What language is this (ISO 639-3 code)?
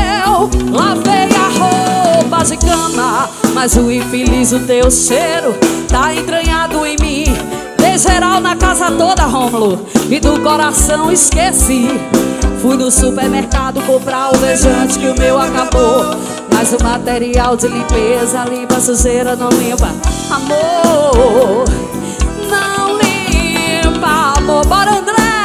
por